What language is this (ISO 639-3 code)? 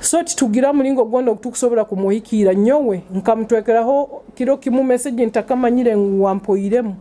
nyo